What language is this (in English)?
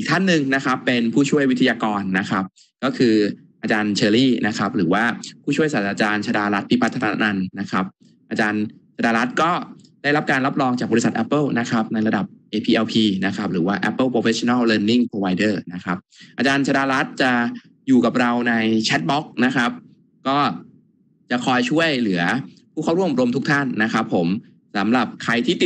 Thai